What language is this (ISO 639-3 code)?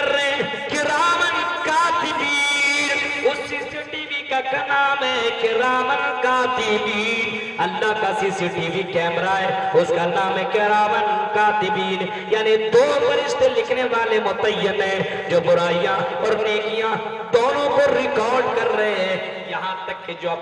urd